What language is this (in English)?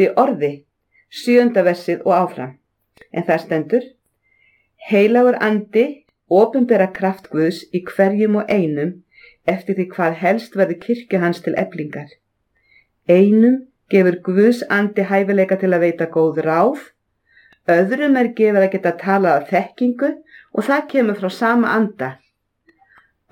Icelandic